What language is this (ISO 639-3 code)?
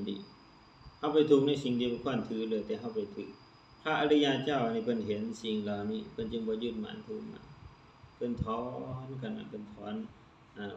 lao